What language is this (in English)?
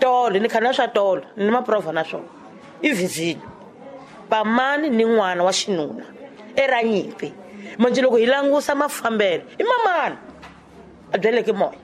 Tsonga